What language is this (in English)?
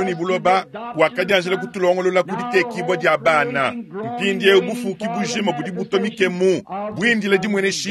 Luba-Lulua